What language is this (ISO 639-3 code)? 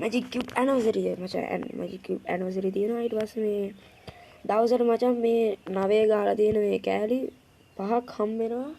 sin